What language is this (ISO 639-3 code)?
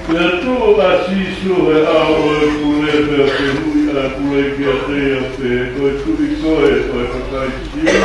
ton